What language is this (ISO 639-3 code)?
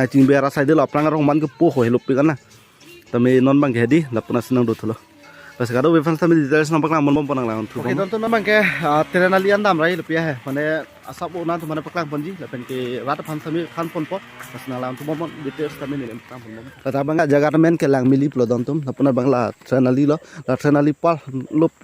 mjw